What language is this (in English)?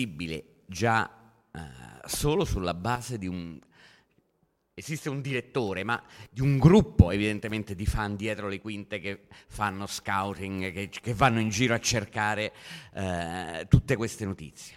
Italian